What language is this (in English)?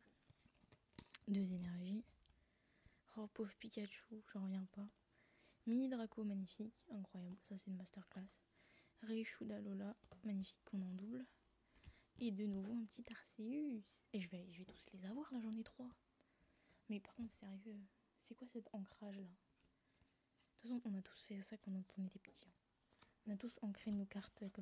French